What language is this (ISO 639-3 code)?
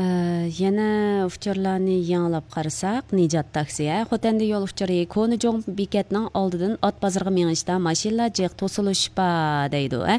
uig